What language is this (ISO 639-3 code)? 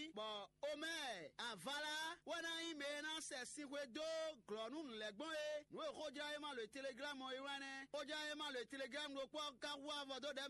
fon